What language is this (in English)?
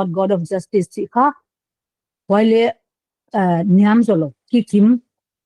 Paite Chin